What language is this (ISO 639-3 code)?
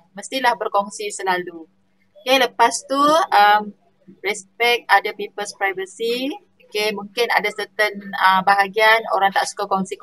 msa